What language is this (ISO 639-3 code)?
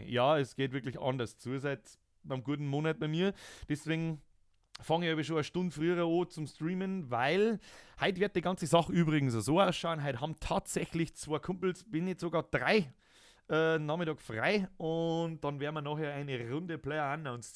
bar